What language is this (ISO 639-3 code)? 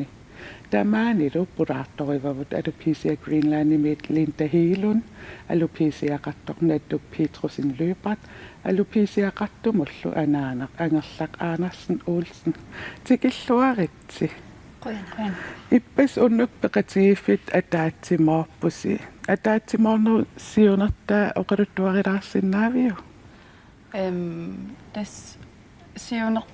kal